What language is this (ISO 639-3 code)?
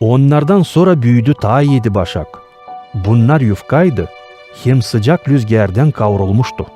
gag